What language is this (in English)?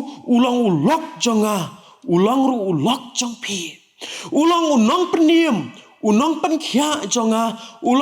Khasi